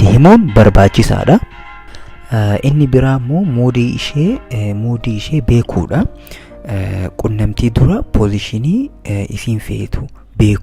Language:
Oromo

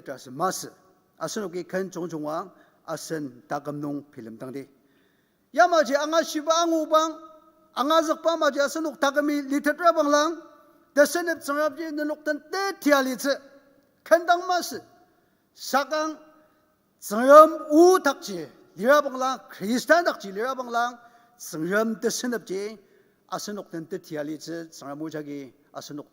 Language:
Ao Naga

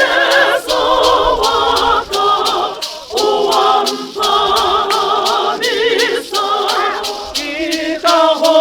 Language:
Southern Sotho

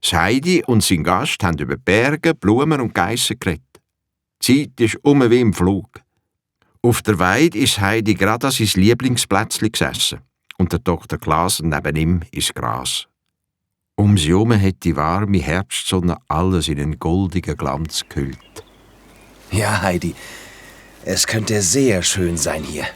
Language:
Swiss German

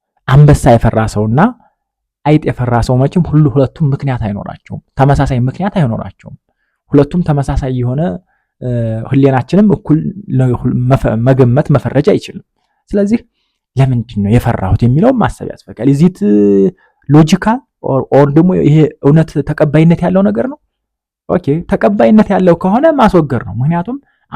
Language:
Amharic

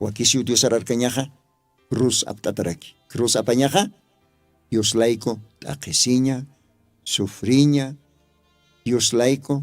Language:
Aymara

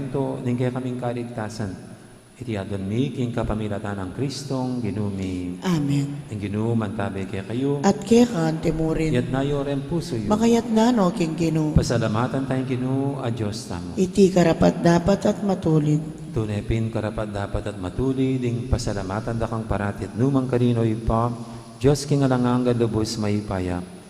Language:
Pampanga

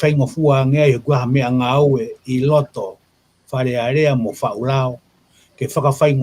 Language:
Tongan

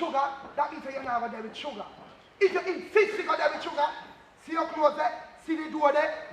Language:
Jamaican Creole English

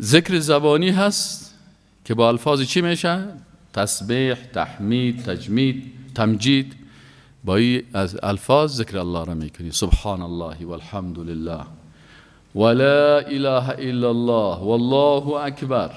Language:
Persian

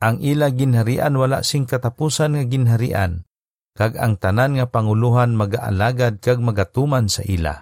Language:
Hiligaynon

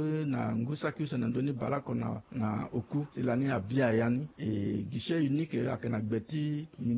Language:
Sango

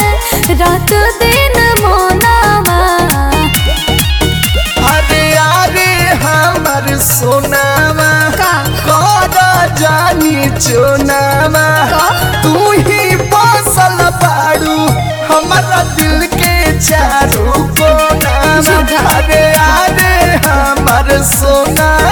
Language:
Bhojpuri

